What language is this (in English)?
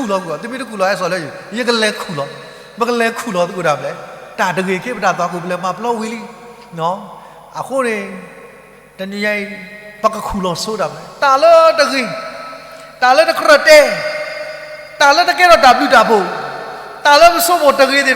S'gaw Karen